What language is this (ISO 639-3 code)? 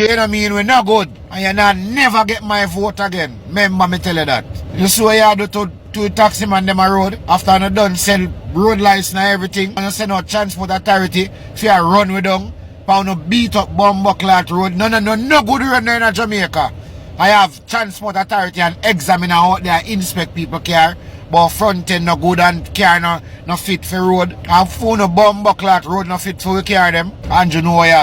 jam